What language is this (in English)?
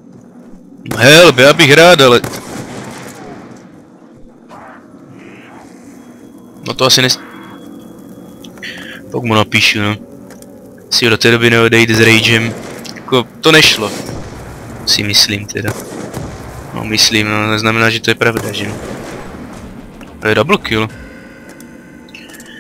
Czech